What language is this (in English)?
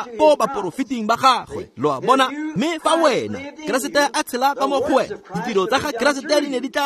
Tswana